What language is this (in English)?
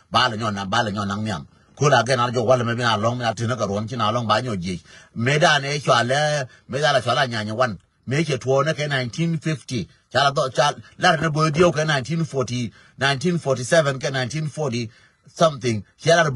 Nuer